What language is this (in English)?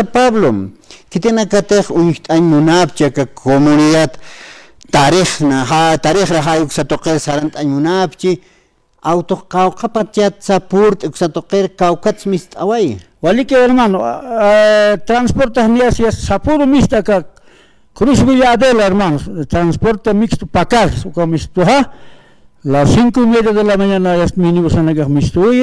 Aymara